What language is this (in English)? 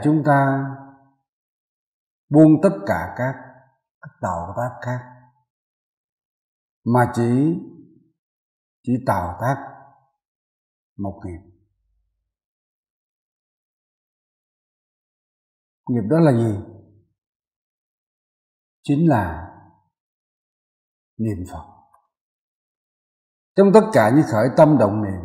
Vietnamese